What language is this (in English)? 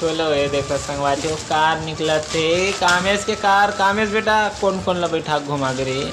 Chhattisgarhi